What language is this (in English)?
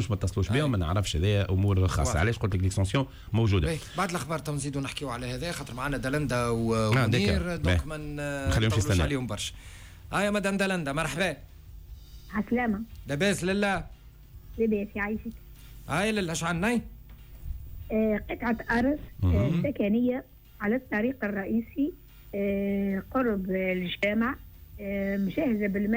Tunisian Arabic